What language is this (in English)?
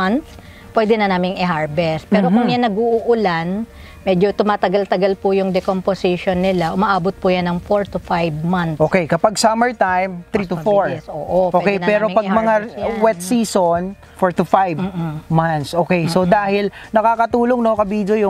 Filipino